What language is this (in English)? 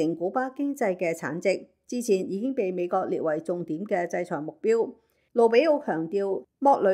Cantonese